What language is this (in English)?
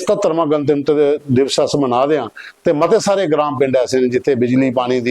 Dogri